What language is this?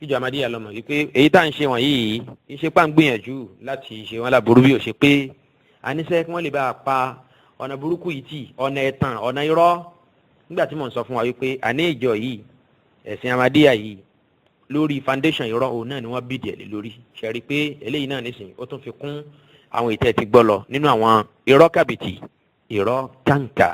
Yoruba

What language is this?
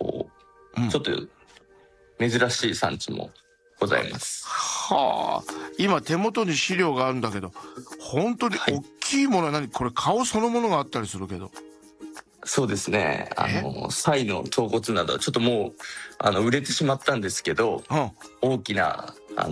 Japanese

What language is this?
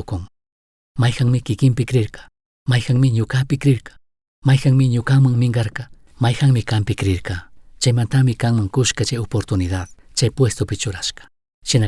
Chimborazo Highland Quichua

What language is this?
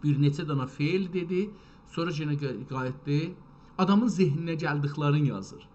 South Azerbaijani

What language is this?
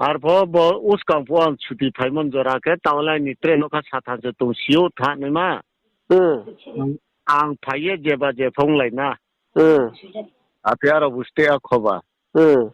Riang (India)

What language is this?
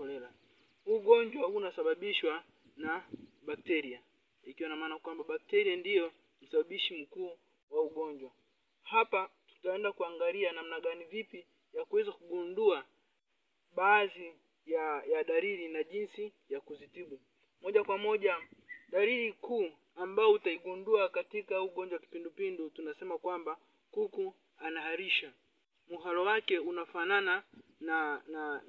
Swahili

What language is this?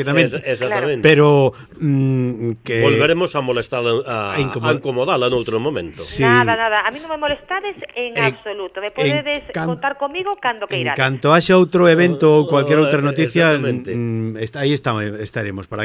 Galician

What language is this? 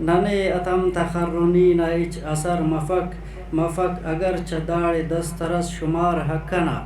Brahui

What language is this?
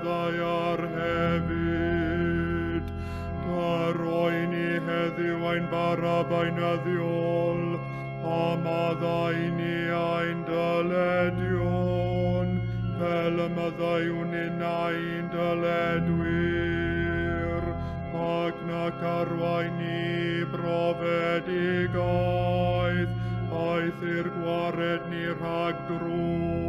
Welsh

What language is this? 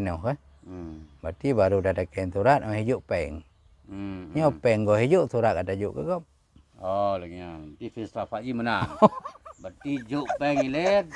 Achinese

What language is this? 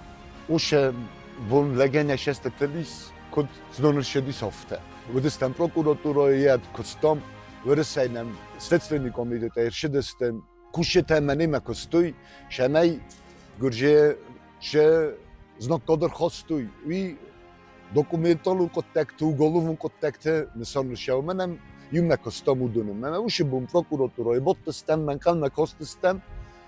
Ossetic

